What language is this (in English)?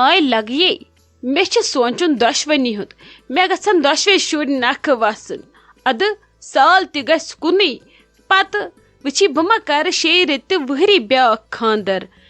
Kashmiri